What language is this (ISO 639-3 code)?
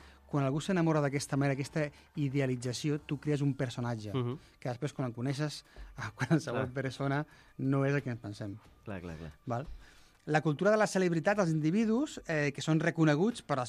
cat